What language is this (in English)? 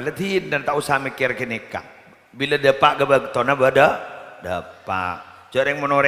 Madurese